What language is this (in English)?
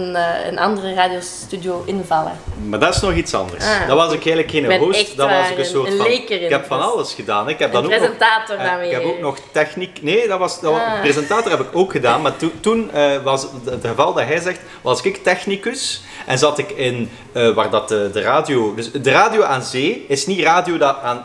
Dutch